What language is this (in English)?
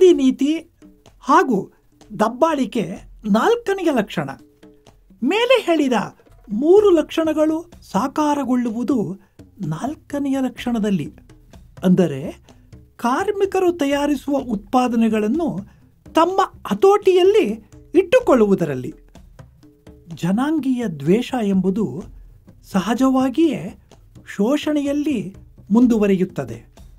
Kannada